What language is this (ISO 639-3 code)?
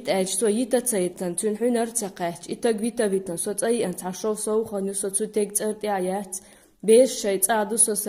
che